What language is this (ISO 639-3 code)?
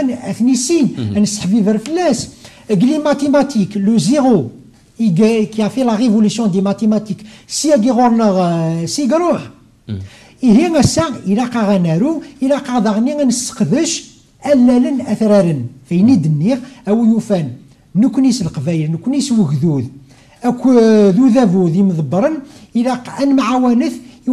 kab